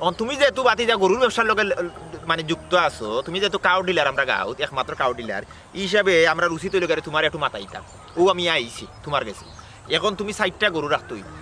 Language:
Sylheti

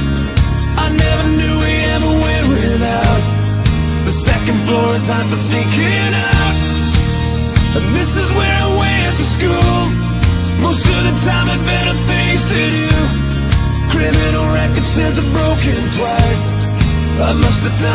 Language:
English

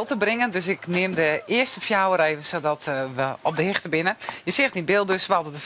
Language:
Western Frisian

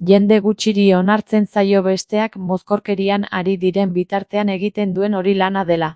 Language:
Basque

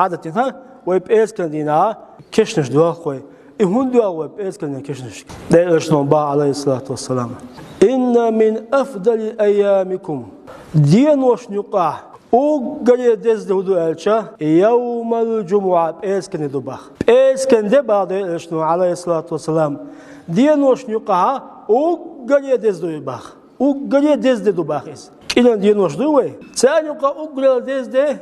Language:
Chechen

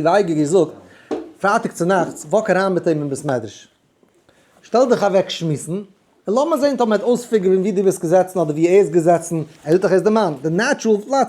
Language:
Yiddish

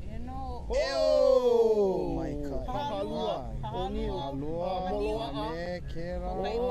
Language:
Hawaiian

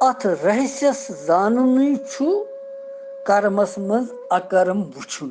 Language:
Kashmiri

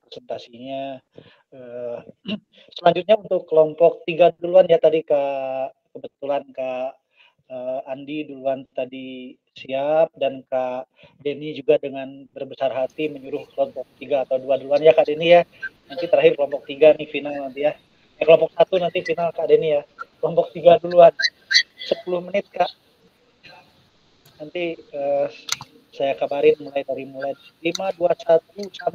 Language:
Indonesian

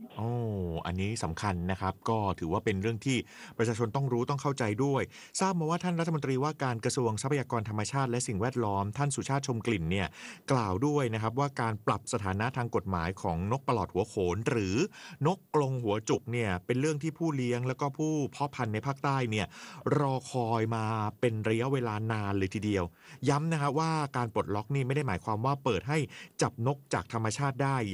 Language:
Thai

